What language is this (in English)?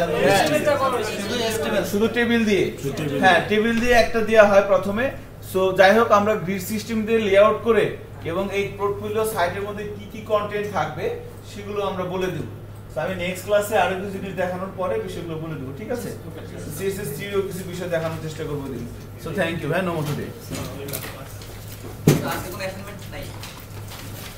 Bangla